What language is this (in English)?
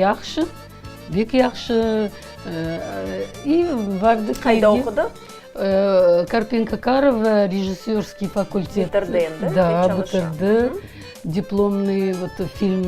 Crimean Tatar